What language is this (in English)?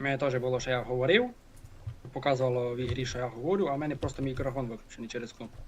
Rusyn